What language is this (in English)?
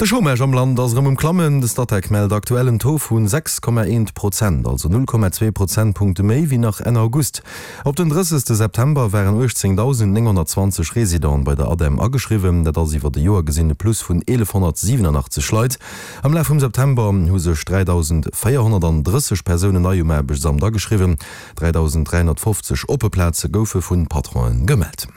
Luxembourgish